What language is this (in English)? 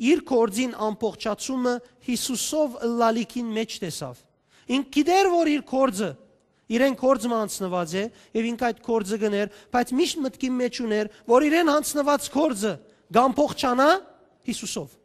Western Armenian